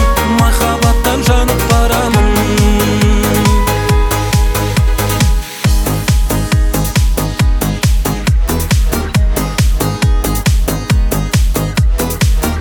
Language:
Kazakh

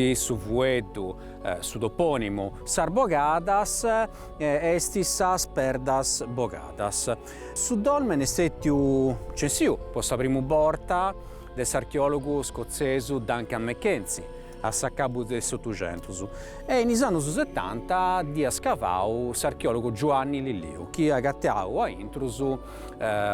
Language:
Sardinian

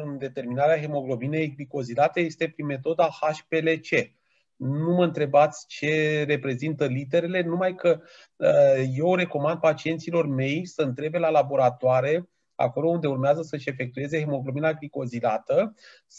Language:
Romanian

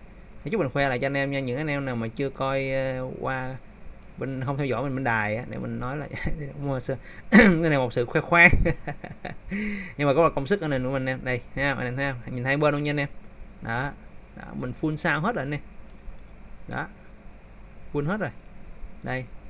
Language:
Vietnamese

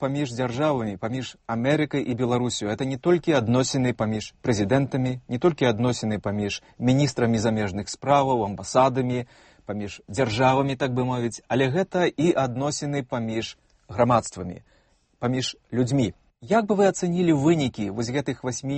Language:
Belarusian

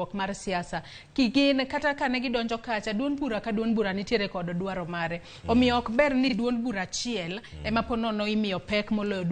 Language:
Luo (Kenya and Tanzania)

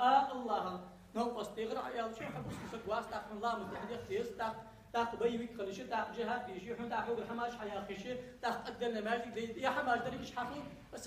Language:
Ingush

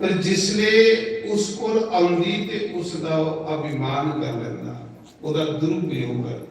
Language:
Dogri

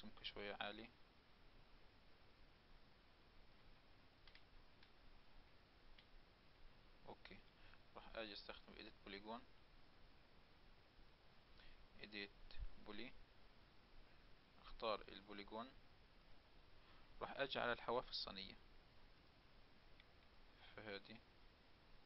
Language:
Arabic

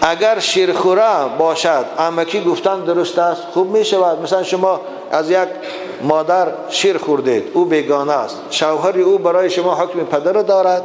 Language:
Tajik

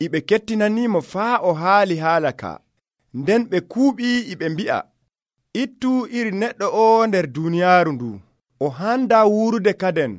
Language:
Nigerian Fulfulde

